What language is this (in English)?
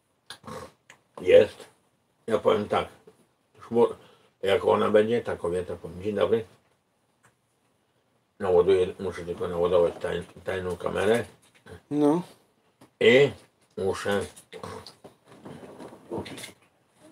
Polish